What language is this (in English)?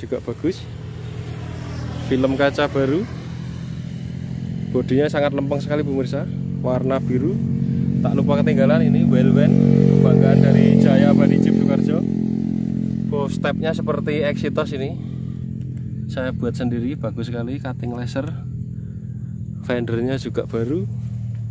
Indonesian